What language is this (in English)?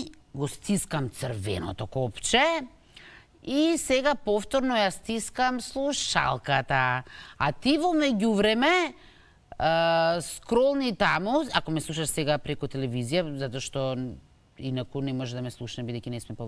Macedonian